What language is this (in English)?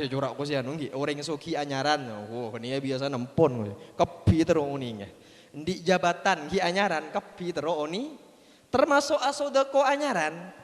Madurese